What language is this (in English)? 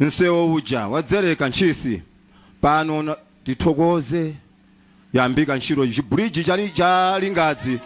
Nyanja